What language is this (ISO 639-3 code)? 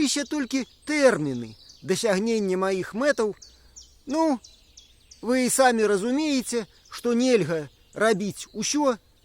bel